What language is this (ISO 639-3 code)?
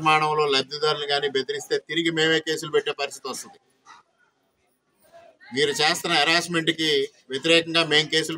tel